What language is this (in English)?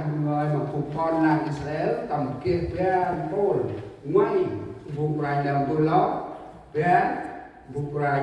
Central Mnong